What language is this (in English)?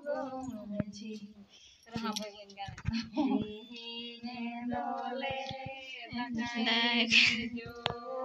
Santali